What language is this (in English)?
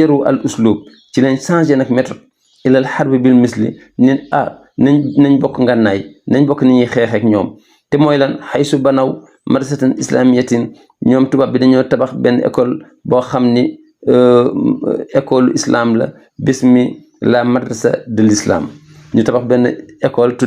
Wolof